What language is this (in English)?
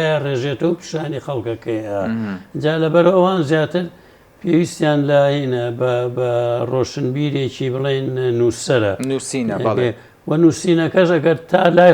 Central Kurdish